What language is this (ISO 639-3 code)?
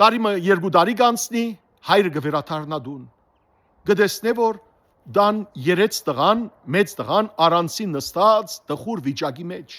hyw